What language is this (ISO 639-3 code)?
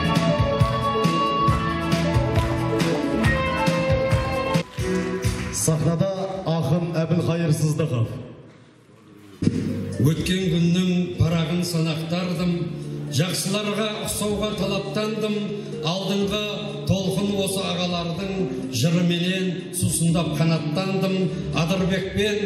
kaz